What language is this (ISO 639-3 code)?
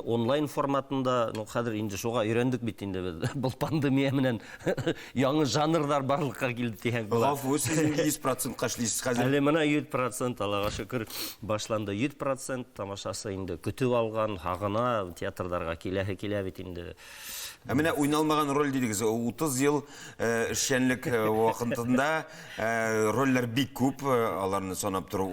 bak